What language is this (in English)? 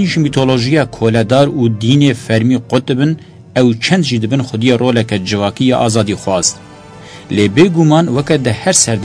Kurdish